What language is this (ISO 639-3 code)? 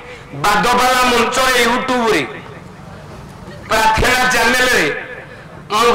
ori